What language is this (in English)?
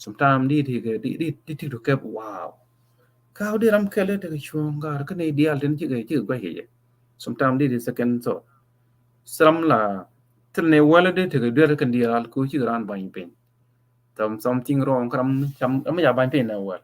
Nuer